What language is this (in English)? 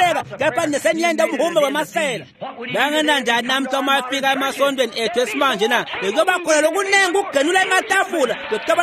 Swati